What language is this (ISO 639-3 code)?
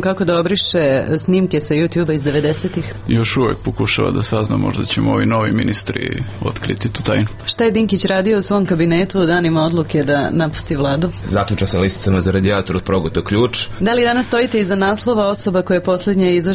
srp